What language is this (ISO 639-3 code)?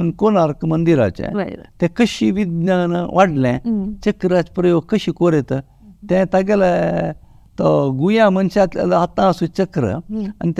kok